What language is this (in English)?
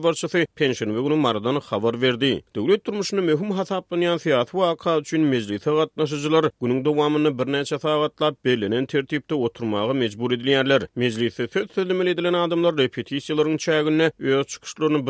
Turkmen